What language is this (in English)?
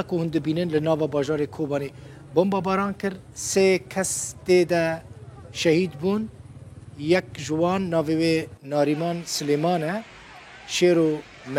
Kurdish